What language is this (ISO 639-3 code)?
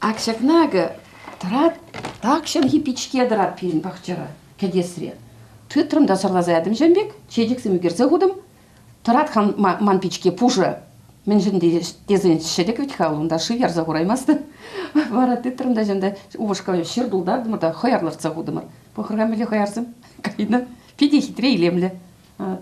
chv